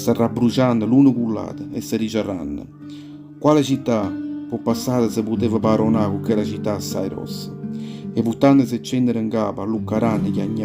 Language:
Neapolitan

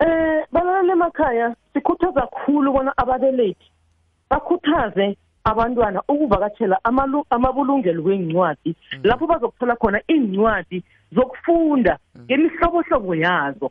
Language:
South Ndebele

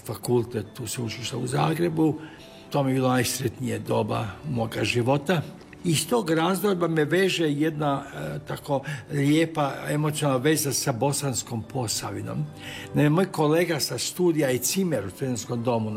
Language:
Croatian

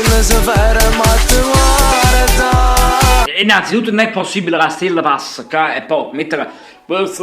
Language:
Neapolitan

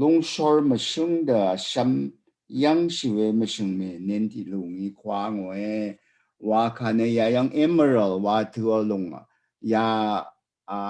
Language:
Rawang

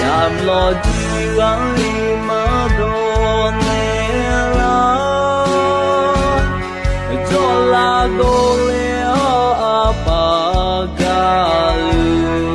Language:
Akha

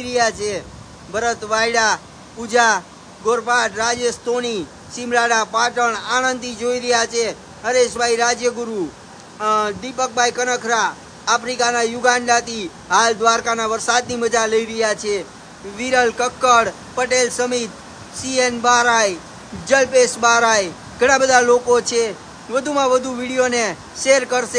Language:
Gujarati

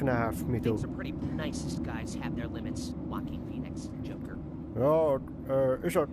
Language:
Swiss German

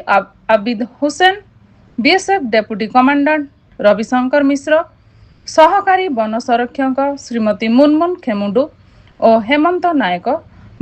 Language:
Odia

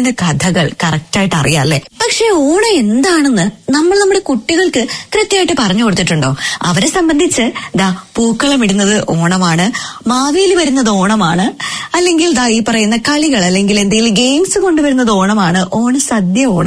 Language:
Malayalam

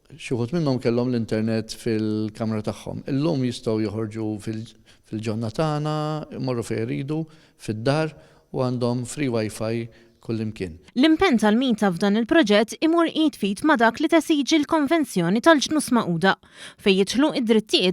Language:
Maltese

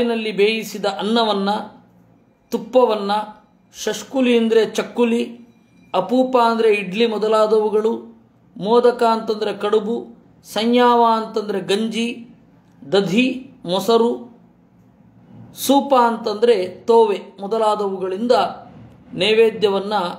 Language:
Kannada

